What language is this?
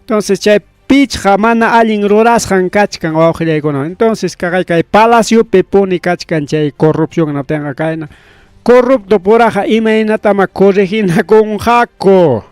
Ayacucho Quechua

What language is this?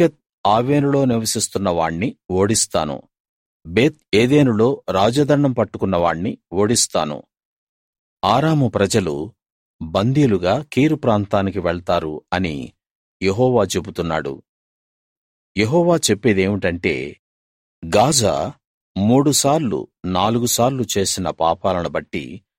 Telugu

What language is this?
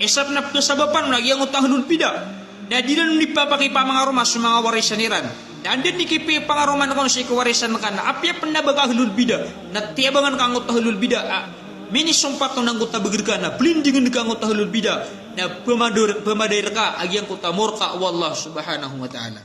Maranao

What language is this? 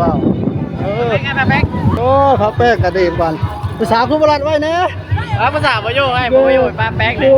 Northeastern Thai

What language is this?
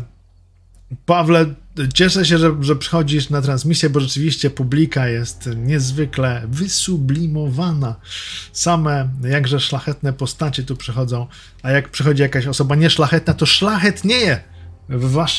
Polish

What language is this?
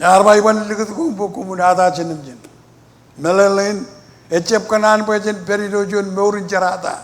Marshallese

